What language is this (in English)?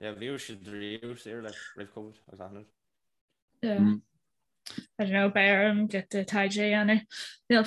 Irish